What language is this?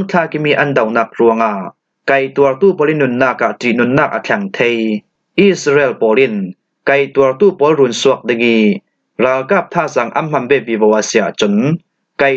Falam Chin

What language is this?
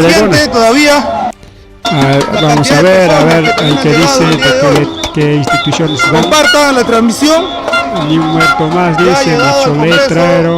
Ayacucho Quechua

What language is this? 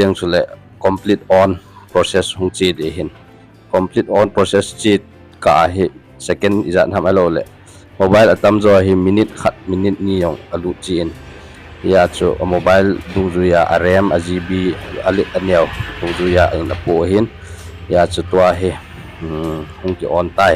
Thado Chin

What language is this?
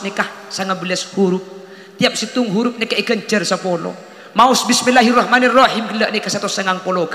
Madurese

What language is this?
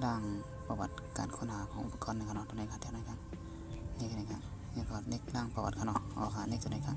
Shan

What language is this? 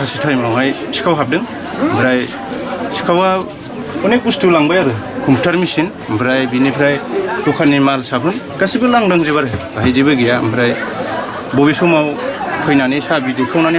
Bodo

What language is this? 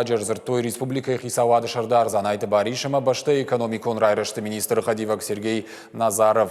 Ossetic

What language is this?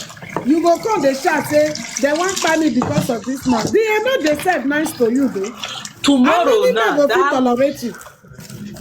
Nigerian Pidgin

